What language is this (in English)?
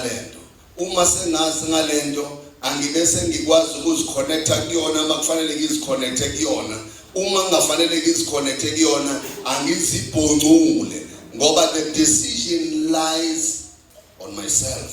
Zulu